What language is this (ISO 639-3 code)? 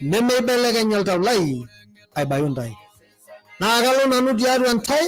mas